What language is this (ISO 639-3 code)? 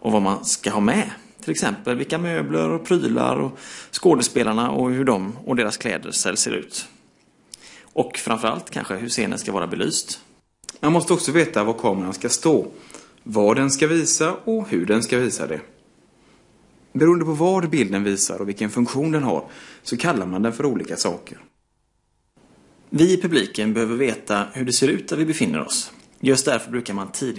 swe